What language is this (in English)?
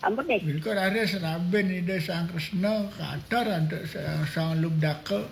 Balinese